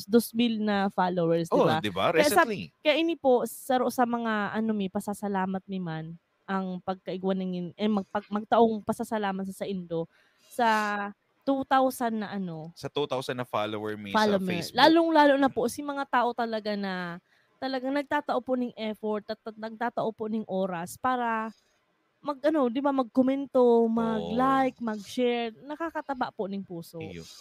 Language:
Bikol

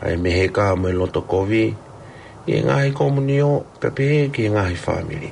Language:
Tongan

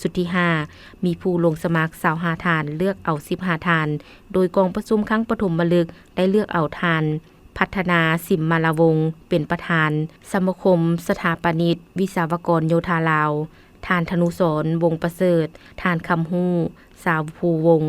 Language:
Lao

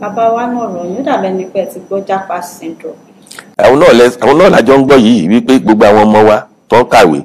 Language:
Yoruba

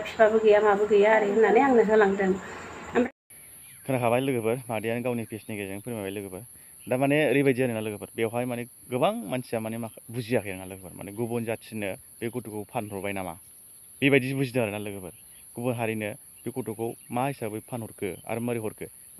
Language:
Bodo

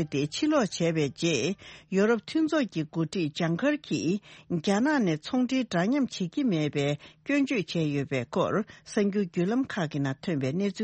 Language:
Tibetan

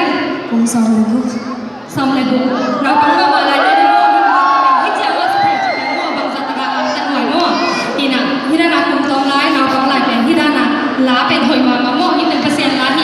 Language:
Tedim Chin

